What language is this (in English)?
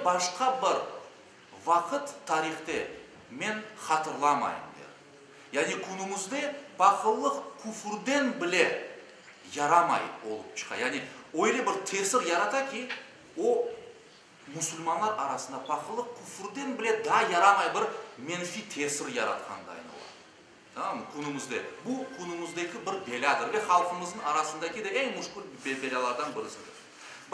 Crimean Tatar